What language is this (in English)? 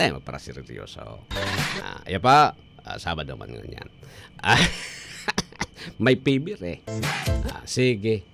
Bikol